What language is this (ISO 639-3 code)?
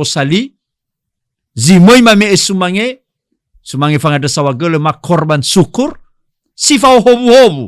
nia